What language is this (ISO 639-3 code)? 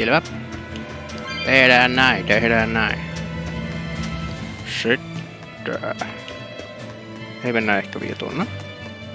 fin